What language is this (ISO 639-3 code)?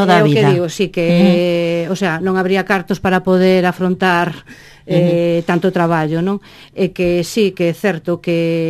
glg